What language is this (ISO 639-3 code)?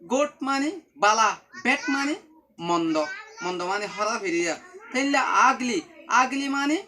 rhg